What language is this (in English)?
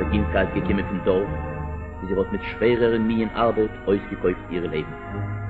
Yiddish